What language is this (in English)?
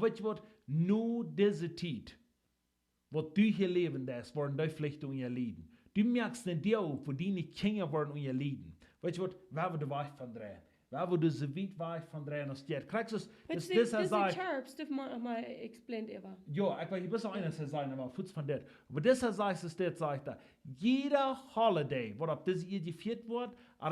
Plautdietsch